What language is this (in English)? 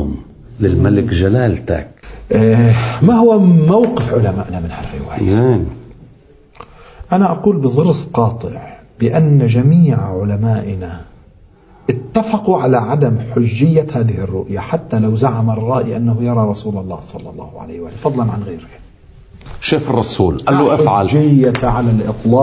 Arabic